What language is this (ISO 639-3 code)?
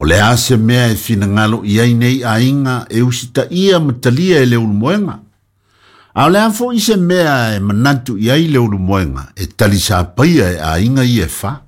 smo